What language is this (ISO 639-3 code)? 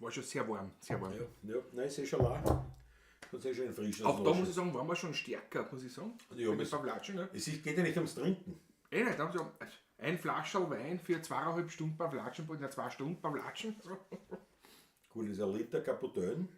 bar